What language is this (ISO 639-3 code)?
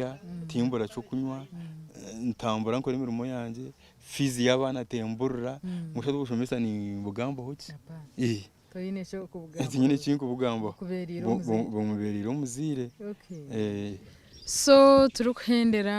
nyn